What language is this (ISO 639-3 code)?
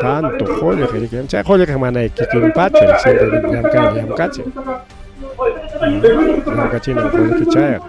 quy